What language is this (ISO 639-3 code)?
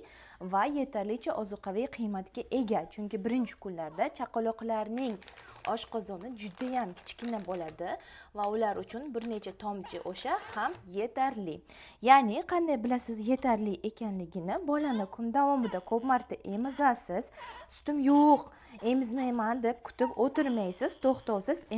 uzb